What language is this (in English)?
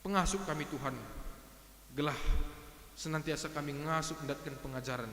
Batak Karo